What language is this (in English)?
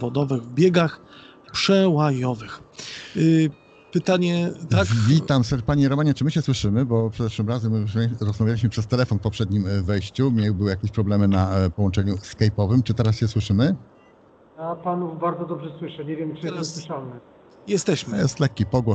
Polish